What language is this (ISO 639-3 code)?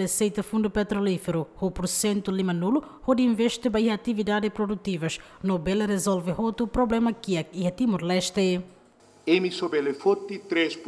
tet